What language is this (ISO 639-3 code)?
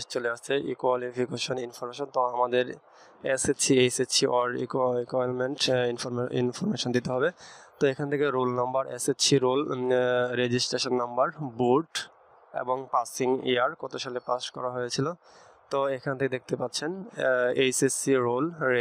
ben